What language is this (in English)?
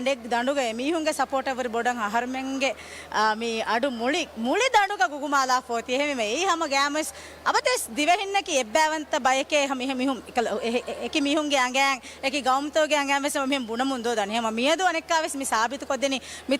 Divehi